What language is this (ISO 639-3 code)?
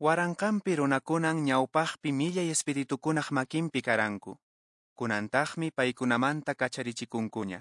que